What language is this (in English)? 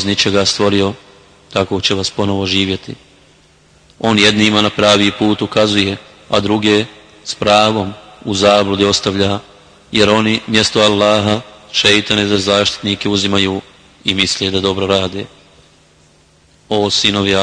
Bosnian